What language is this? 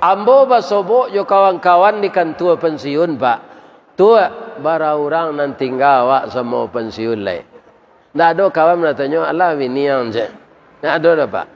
Minangkabau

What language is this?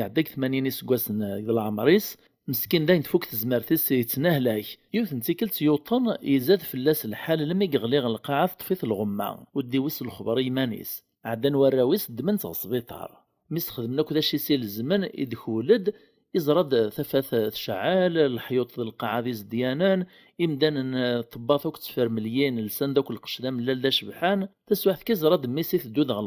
Kabyle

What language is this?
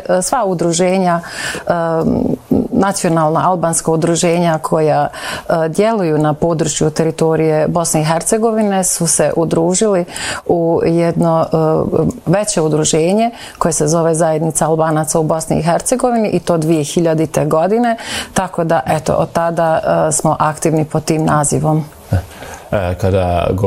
Bosnian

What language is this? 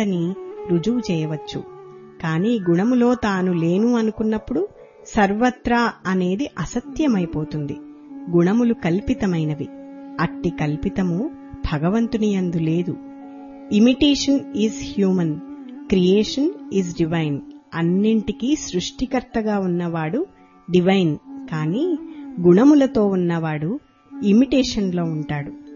Telugu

